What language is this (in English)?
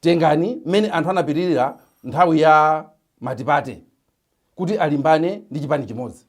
Nyanja